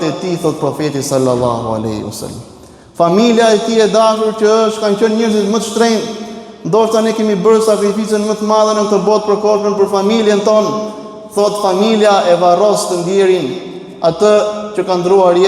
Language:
Albanian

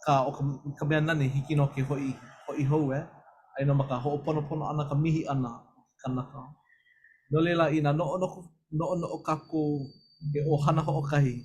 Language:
Hawaiian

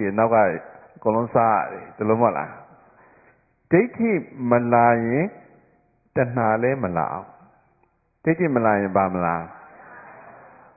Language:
Burmese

